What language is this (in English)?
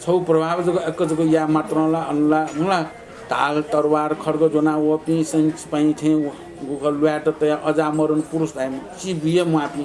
Newari